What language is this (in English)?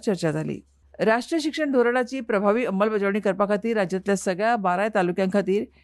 Konkani